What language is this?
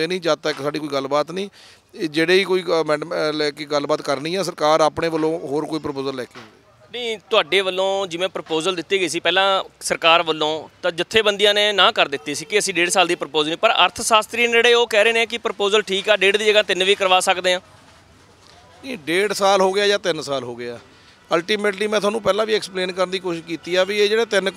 Punjabi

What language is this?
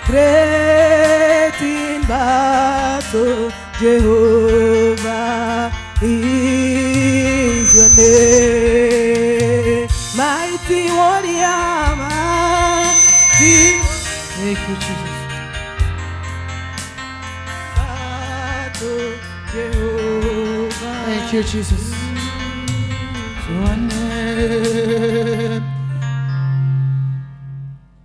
Swahili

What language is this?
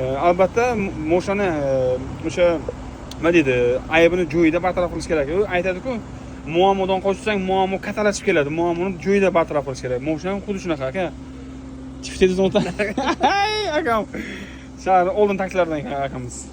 Uzbek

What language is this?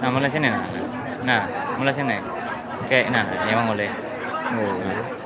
Banjar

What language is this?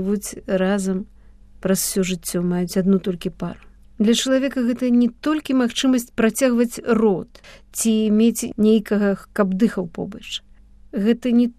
Belarusian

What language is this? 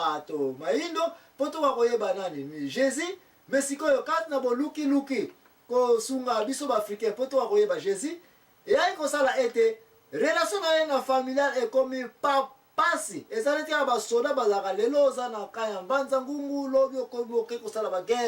Lingala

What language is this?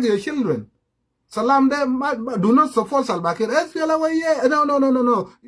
Sudanese Creole Arabic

